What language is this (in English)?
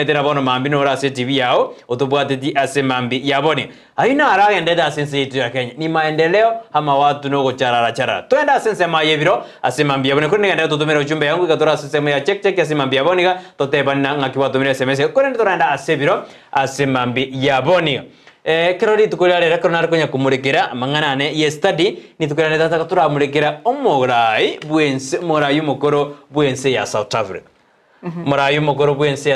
Gusii